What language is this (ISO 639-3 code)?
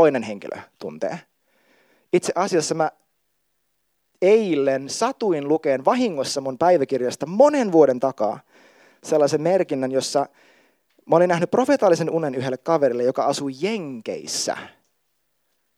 fin